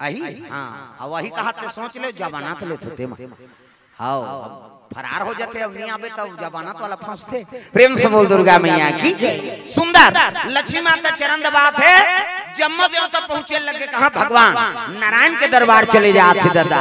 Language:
Chhattisgarhi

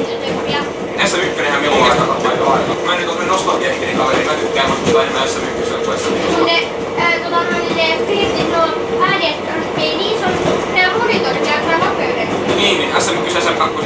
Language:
Finnish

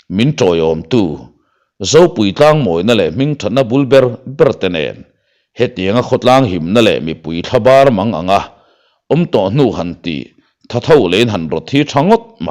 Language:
Mizo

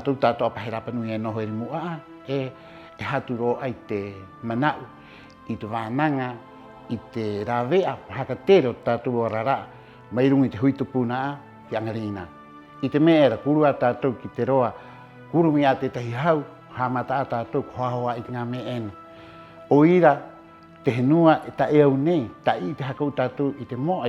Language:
Rapanui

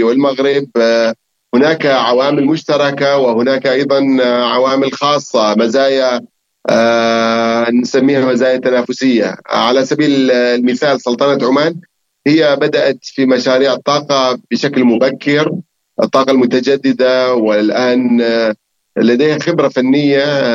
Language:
Arabic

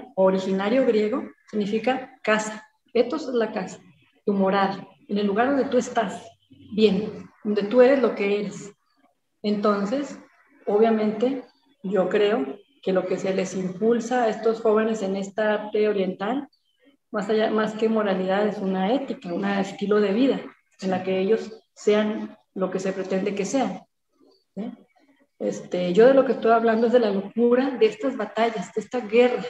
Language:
Spanish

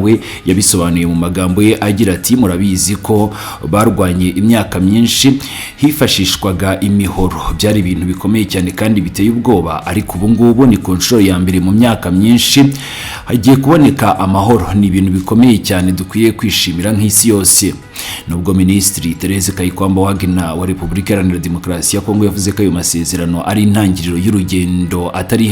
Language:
Kinyarwanda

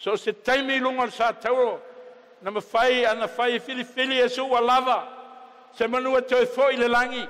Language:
Samoan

